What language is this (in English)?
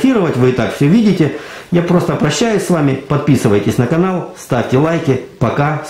Russian